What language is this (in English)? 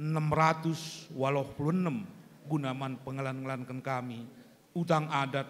Batak Karo